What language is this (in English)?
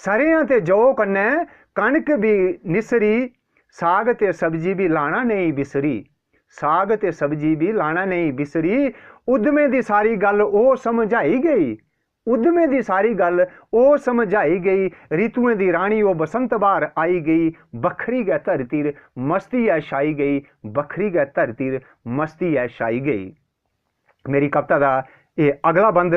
Dogri